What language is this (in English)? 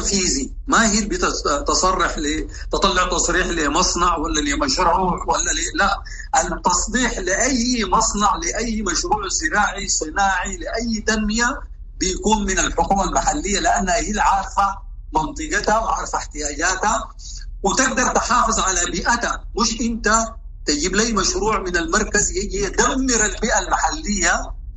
Sudanese Arabic